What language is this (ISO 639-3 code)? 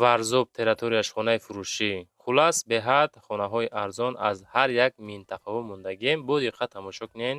tgk